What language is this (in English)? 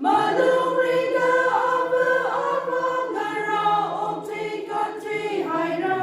Tangkhul Naga (India)